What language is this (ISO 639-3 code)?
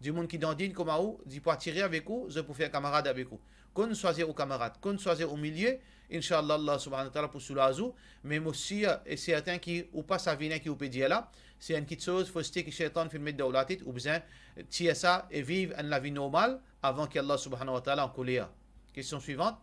mfe